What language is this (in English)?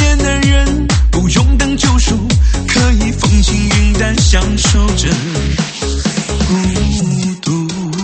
Chinese